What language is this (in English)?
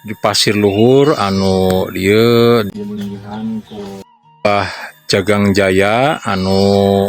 Sundanese